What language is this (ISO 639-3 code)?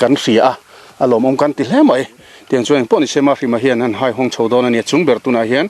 lus